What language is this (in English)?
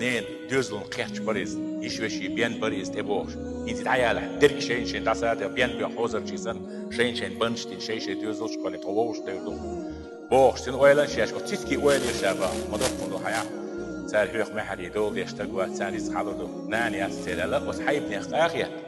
Chechen